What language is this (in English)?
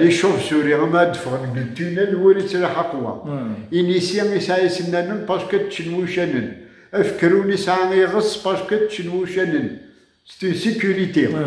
Kabyle